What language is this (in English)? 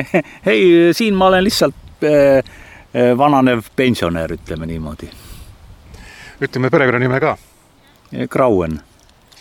Estonian